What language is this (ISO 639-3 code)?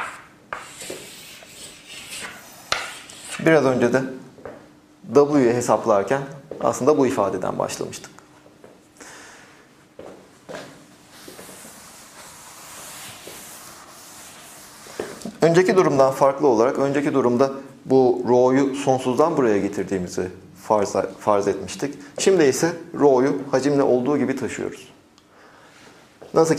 tur